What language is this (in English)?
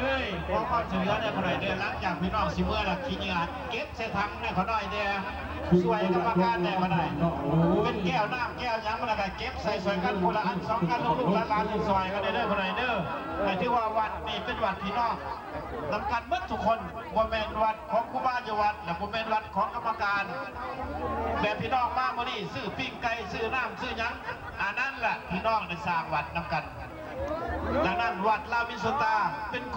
Lao